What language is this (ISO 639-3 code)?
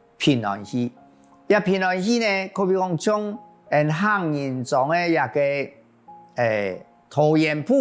hak